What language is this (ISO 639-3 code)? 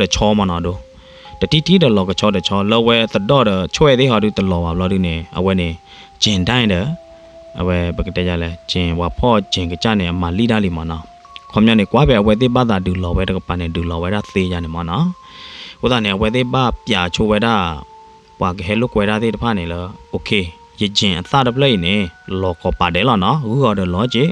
ksw